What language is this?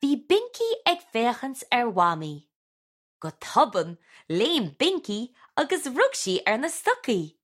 Irish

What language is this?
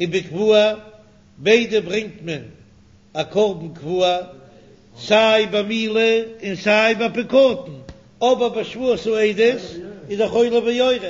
Yiddish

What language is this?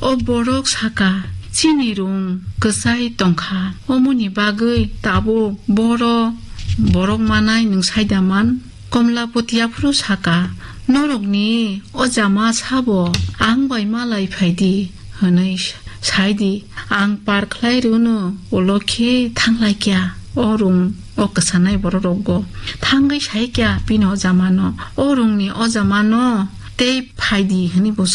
Kok Borok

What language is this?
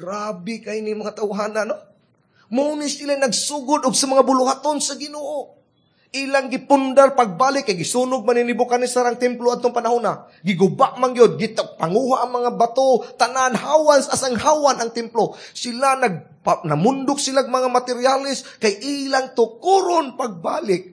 Cebuano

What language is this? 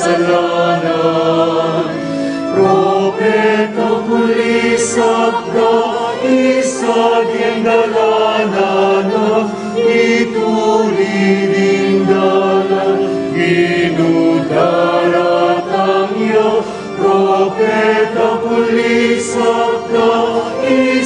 Pampanga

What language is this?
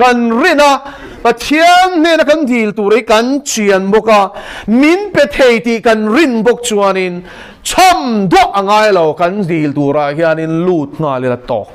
Mizo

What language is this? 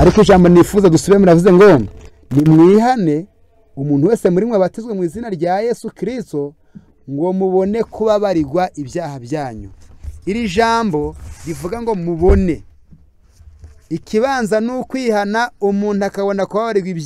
Kinyarwanda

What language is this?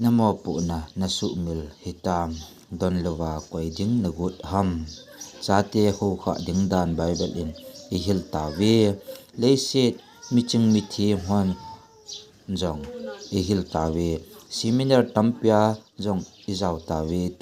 Thado Chin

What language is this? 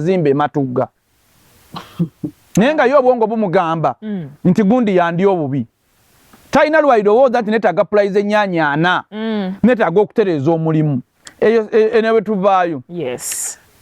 Ganda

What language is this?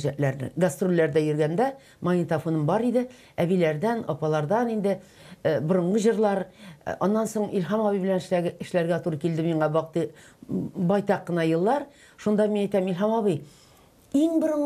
Tatar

